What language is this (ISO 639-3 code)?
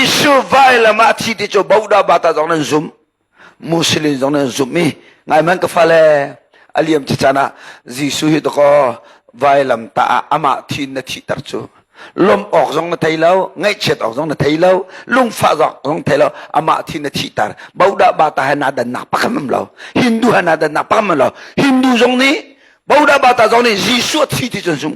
cnh